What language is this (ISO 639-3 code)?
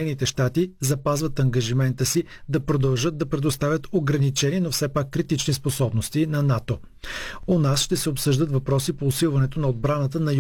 bul